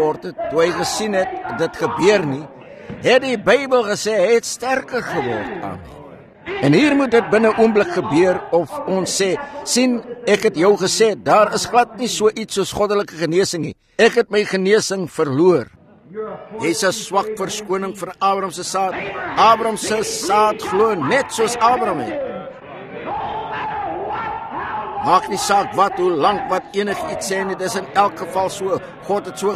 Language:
Afrikaans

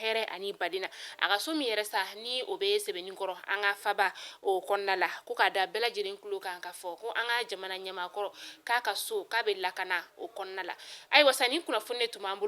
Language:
Bambara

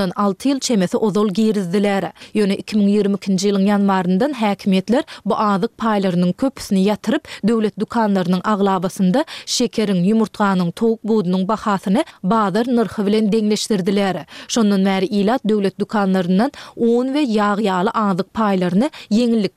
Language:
Turkmen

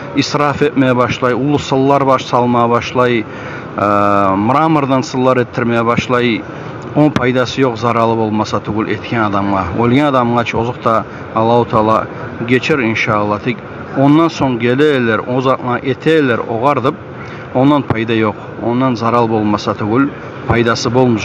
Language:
Kumyk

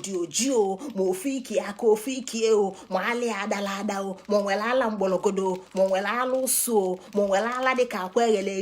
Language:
Igbo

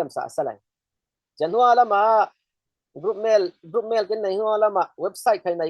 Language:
Falam Chin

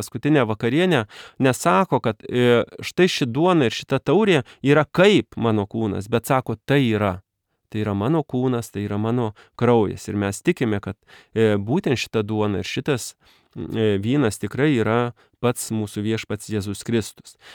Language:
Lithuanian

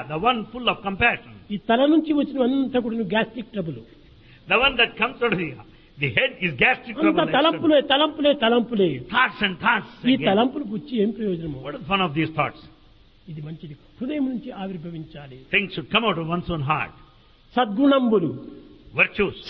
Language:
Telugu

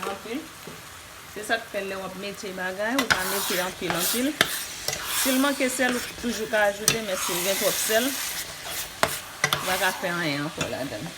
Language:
Haitian Creole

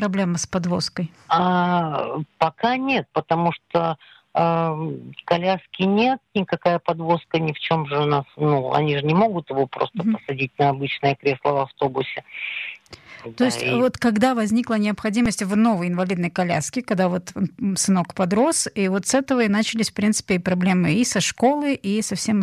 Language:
Russian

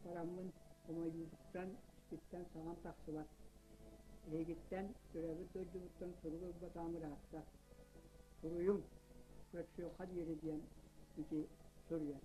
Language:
Yakut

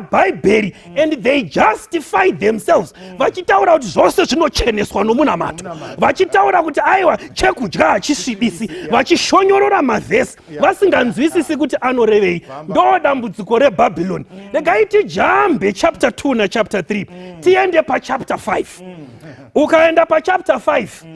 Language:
Shona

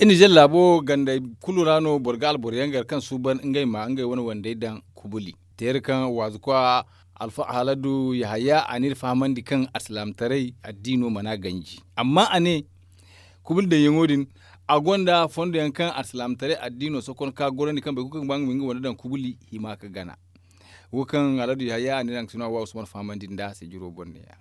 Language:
Zarma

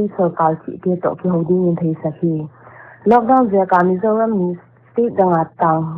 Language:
Paite Chin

